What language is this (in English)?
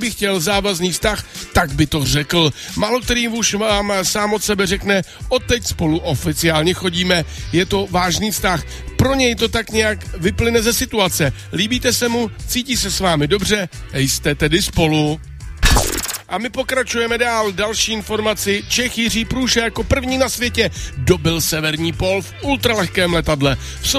Czech